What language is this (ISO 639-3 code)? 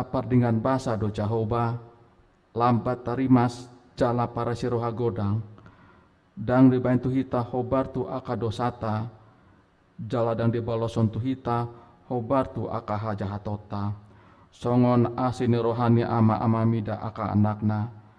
bbc